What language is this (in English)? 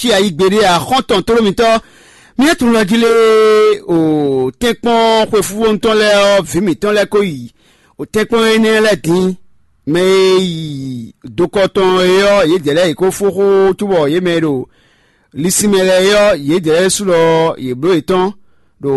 Fon